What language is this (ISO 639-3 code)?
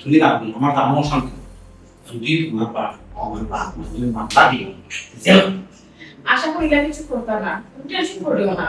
syl